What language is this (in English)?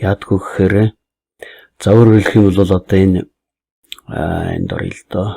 Mongolian